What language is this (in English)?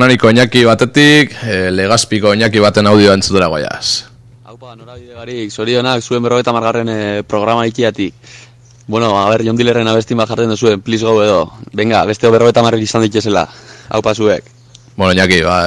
Basque